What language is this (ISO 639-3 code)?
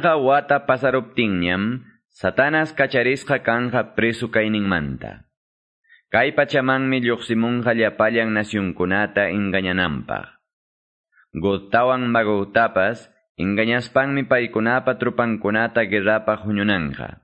que